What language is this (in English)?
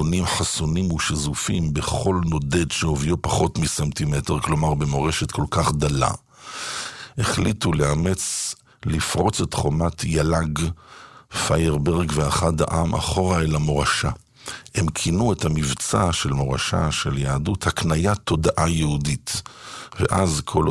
Hebrew